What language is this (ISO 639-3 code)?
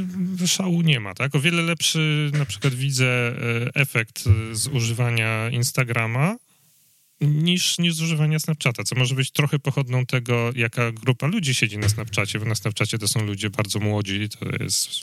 pol